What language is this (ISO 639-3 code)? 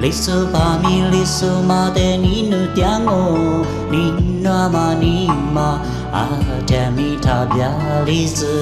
lis